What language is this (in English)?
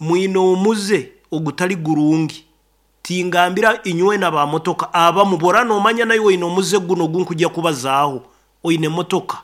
Nyoro